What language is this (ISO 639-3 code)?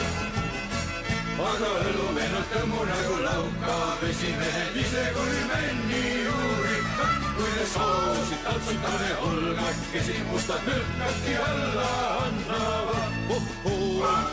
est